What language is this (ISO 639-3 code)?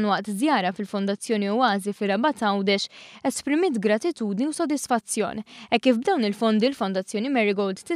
mlt